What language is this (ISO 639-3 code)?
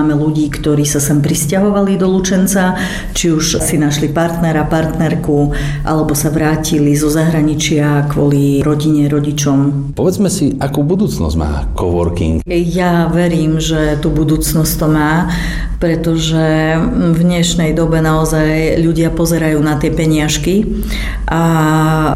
slk